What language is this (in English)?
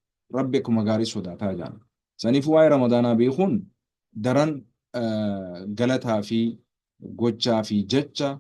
Oromo